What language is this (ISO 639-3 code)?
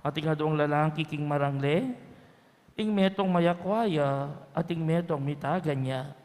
pam